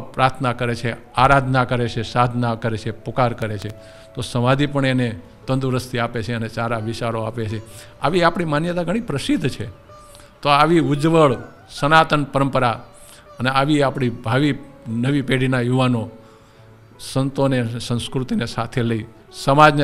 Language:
Gujarati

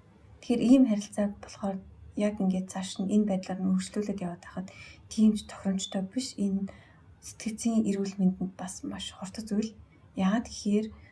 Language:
Mongolian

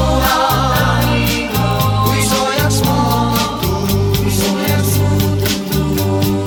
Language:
Estonian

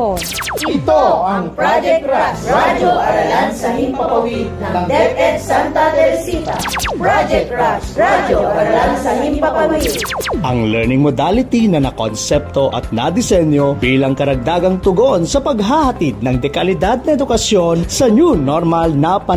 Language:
Filipino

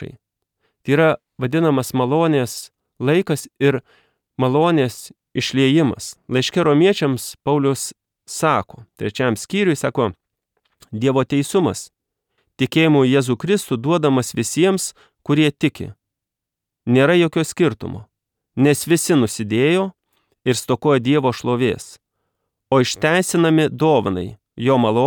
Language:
Lithuanian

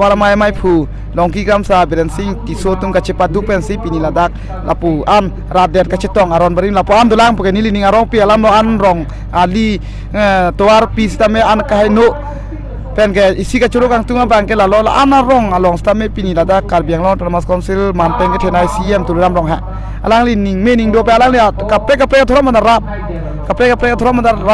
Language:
Karbi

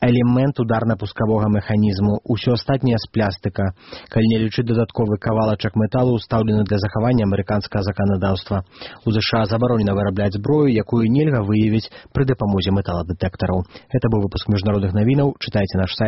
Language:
Belarusian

